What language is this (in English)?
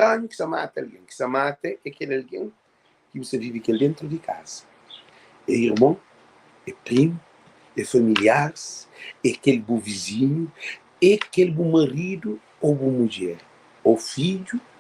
Kabuverdianu